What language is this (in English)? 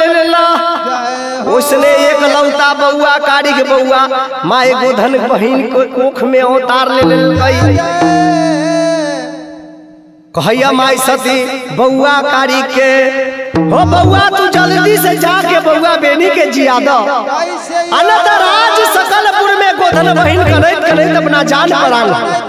Bhojpuri